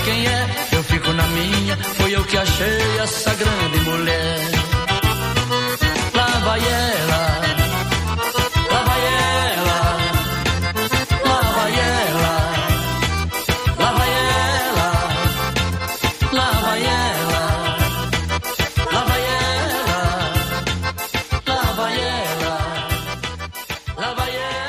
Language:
Portuguese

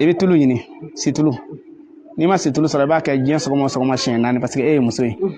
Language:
Bambara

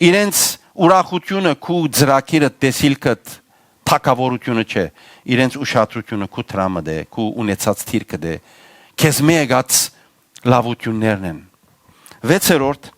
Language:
Western Armenian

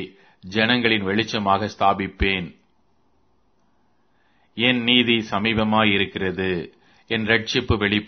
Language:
Tamil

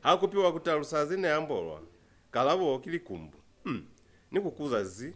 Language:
Lozi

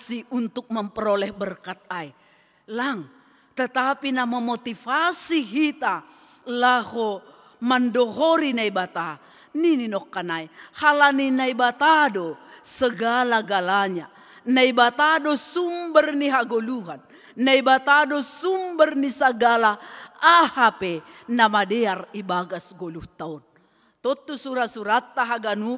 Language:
Batak Simalungun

